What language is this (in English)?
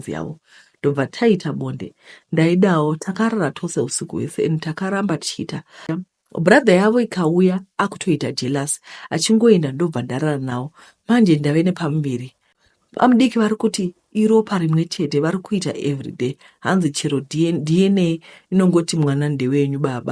Shona